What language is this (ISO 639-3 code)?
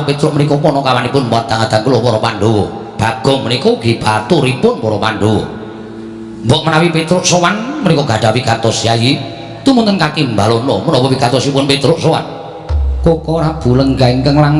jav